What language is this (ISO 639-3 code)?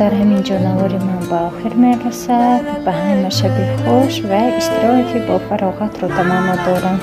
tgk